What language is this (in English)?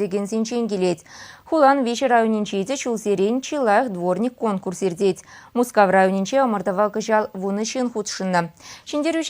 Chuvash